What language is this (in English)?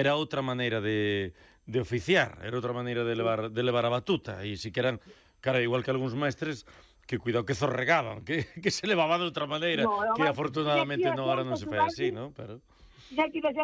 Galician